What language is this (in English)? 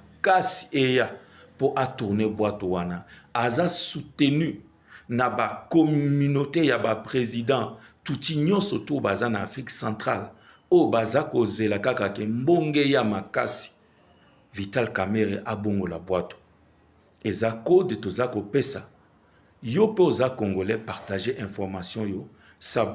Lingala